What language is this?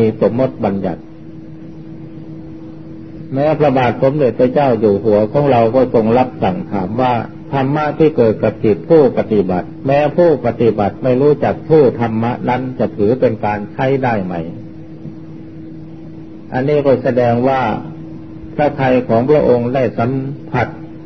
Thai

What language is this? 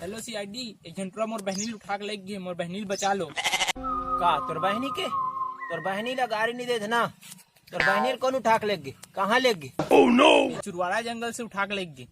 Chhattisgarhi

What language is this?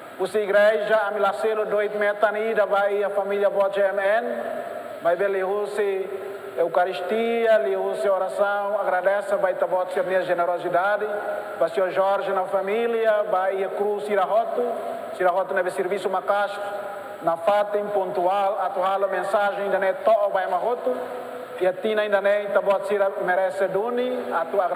Tetum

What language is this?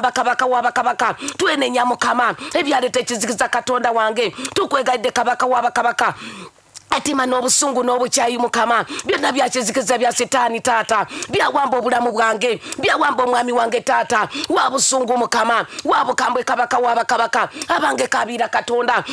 Ganda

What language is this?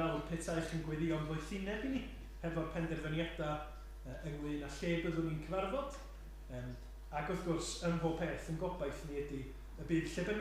Welsh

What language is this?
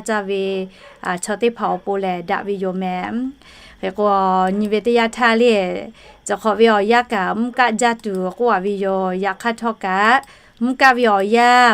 Lahu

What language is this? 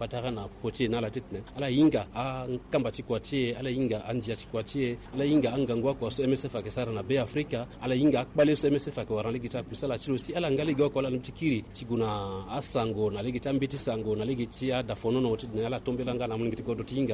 Sango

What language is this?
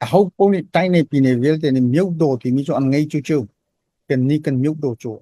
Hakha Chin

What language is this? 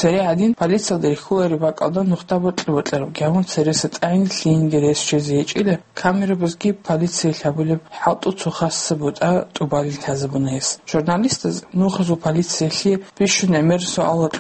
Avaric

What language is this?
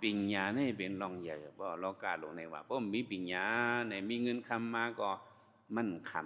Shan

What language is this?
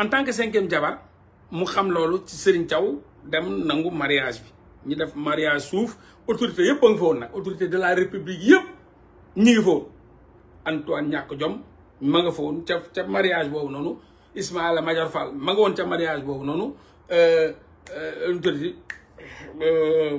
Wolof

